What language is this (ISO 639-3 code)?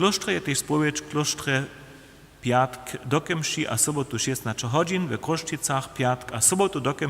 hsb